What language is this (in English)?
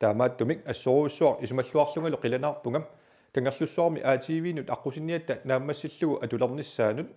Kalaallisut